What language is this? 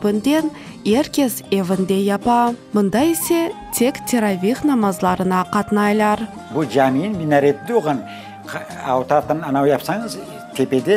Crimean Tatar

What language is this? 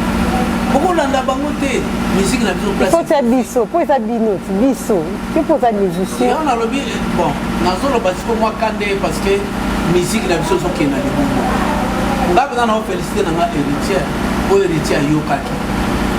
Lingala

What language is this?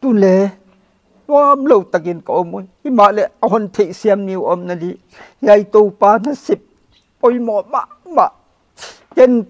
Paite Chin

